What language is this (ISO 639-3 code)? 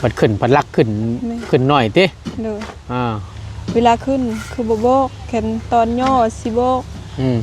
tts